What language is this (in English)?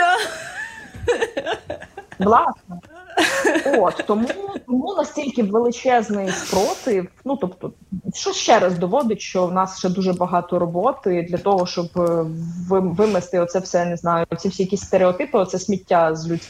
Ukrainian